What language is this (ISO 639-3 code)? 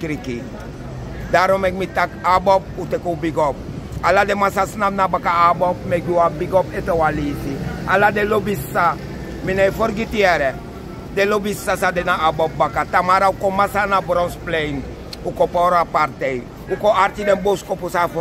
srn